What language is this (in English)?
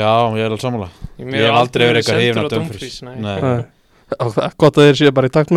Icelandic